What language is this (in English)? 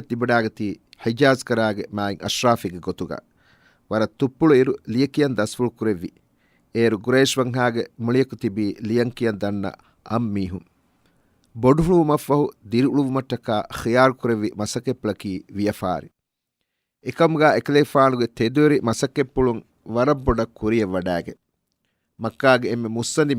Divehi